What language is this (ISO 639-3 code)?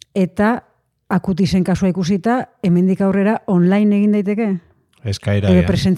eus